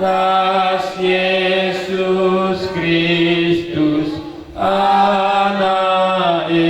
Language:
Batak Karo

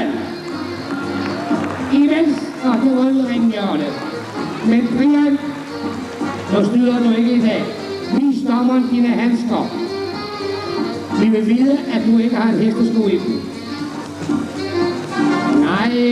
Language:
Danish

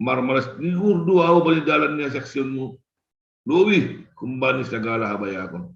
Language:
Batak Simalungun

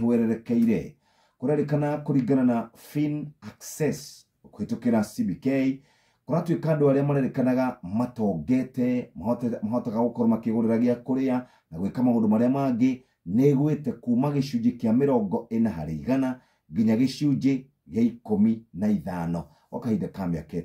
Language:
Kikuyu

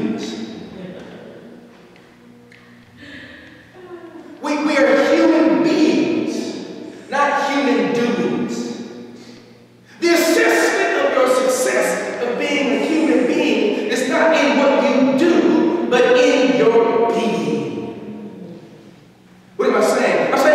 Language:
English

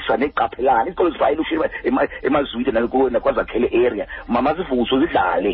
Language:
Xhosa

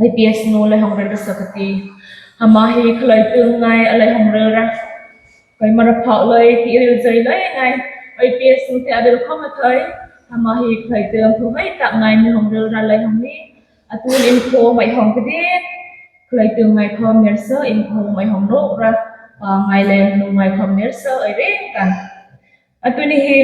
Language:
Hmar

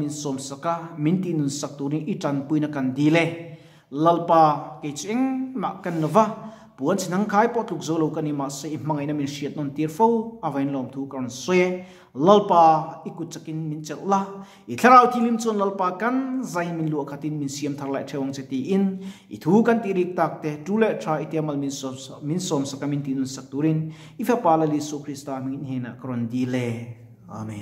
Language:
Mizo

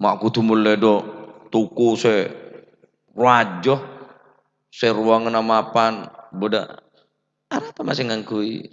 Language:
Madurese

